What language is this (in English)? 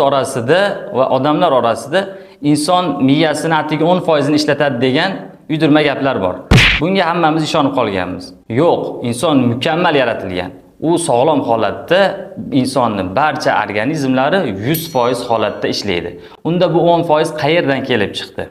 Uzbek